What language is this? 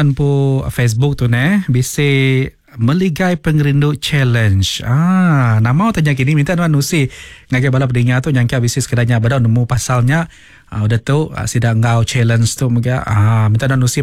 Iban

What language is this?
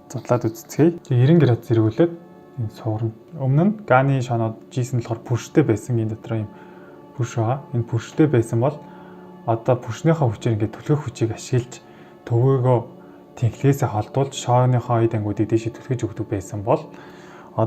Mongolian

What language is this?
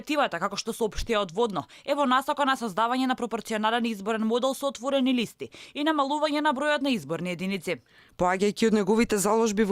Macedonian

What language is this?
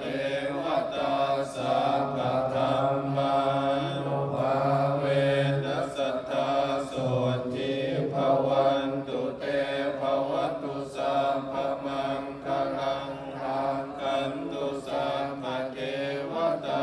Pali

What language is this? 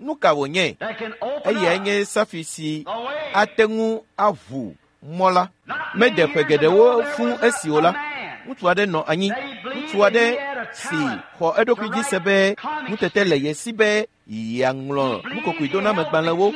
Ewe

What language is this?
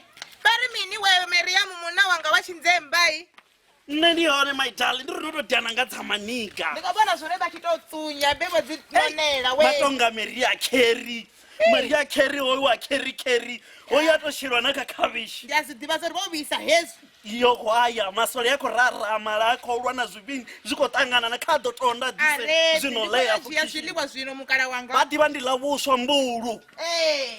Venda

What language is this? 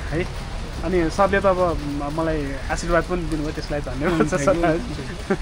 Nepali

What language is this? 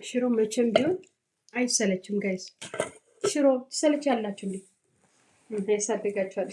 Amharic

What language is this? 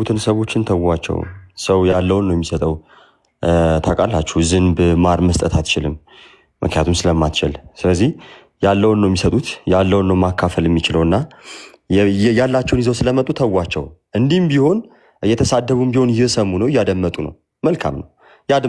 Amharic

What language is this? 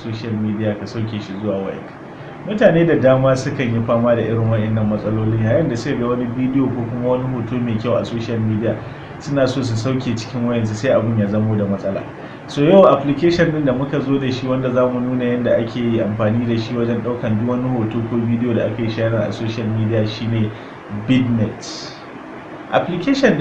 Hausa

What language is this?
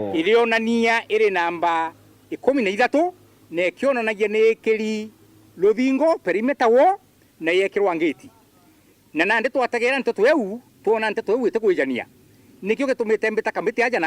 Meru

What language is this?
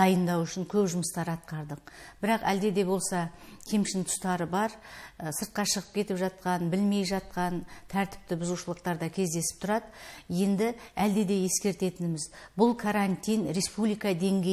Kazakh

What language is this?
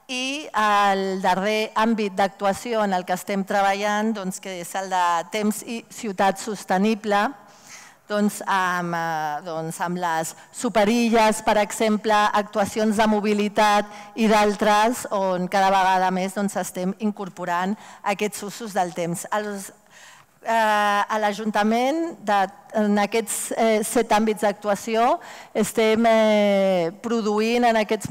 Catalan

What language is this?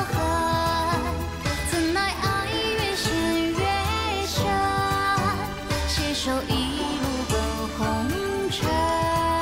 Chinese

